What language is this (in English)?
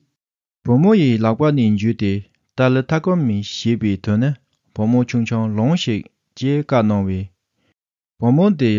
Tibetan